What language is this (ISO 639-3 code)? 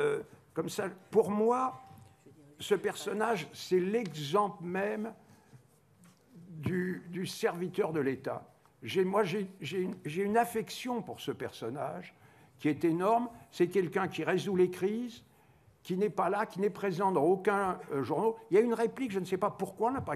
fra